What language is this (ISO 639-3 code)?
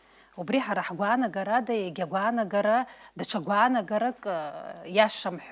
abk